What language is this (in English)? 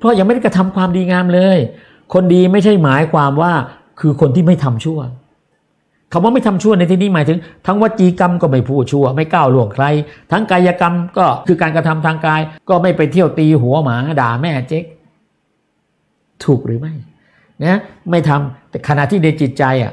Thai